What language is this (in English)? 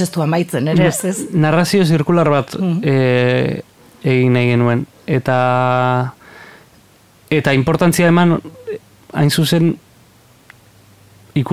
Basque